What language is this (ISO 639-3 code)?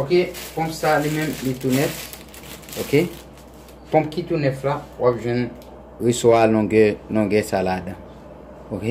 hat